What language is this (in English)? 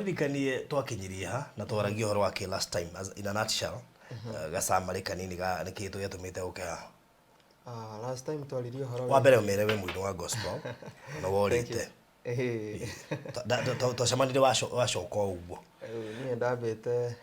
Kikuyu